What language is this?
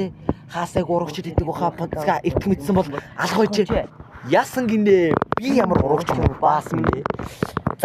Mongolian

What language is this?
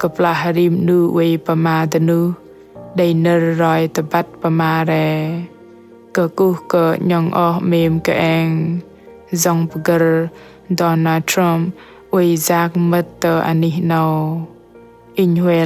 Bahnar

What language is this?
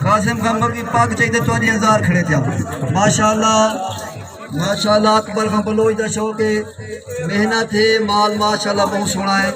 Saraiki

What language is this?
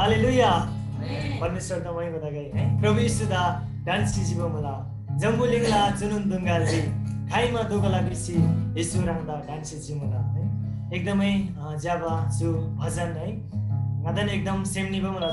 Eastern Tamang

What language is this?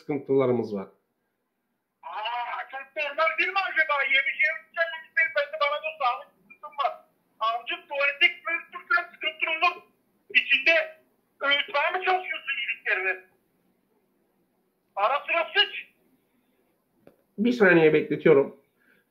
Turkish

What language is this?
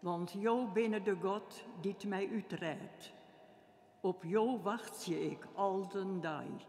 Western Frisian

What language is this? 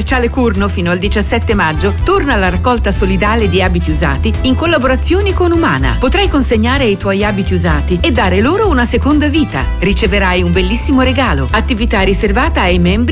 Italian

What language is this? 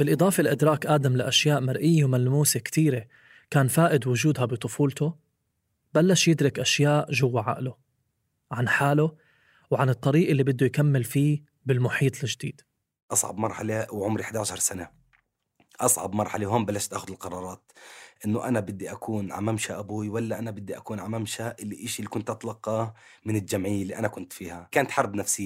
North Levantine Arabic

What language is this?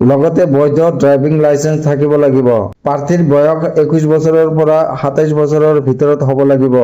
Assamese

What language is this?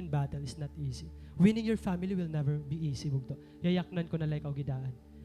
Waray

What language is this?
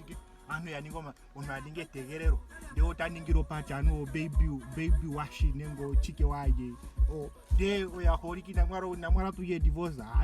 Ndonga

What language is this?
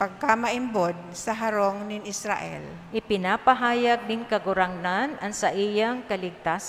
Bikol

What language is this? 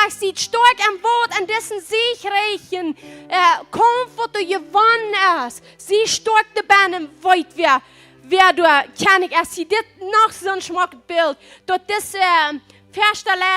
Plautdietsch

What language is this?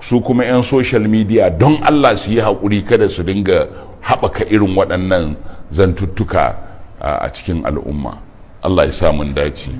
Hausa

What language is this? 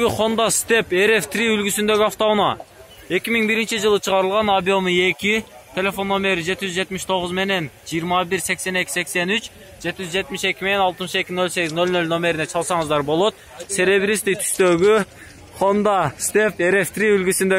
Kyrgyz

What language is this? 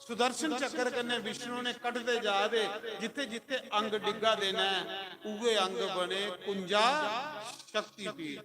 Dogri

